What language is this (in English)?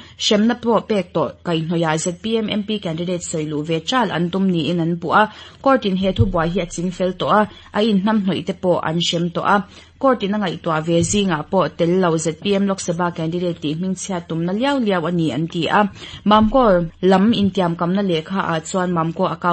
Mizo